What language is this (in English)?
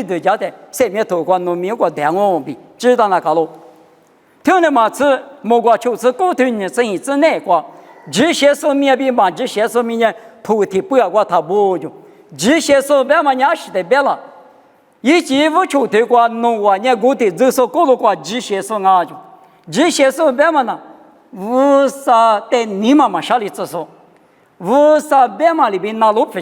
Lisu